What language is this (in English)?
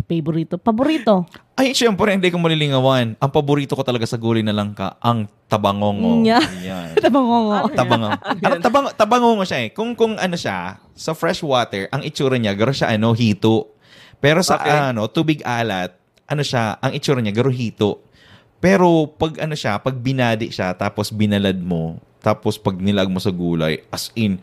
Bikol